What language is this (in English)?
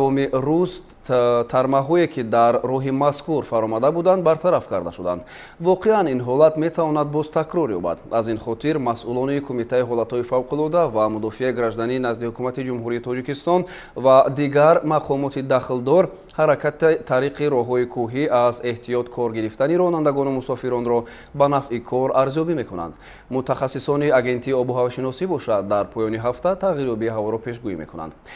Tajik